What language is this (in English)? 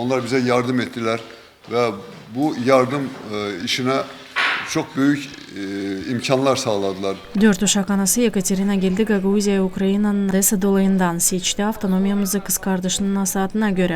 Gagauz